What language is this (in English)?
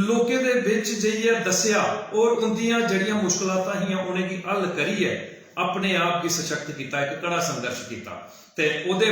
Dogri